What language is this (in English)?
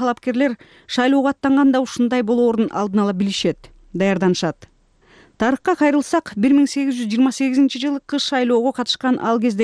Kyrgyz